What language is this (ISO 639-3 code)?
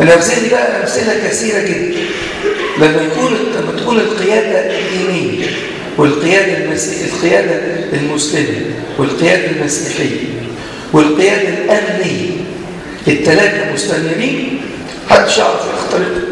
arz